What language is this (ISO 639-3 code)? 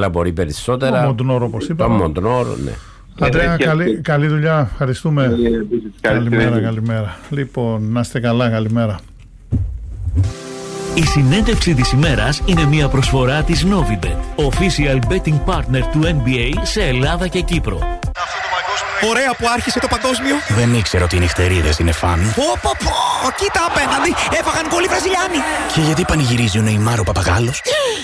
ell